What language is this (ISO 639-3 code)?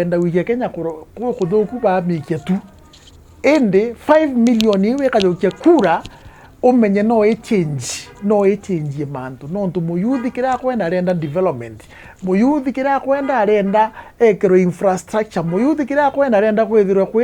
mer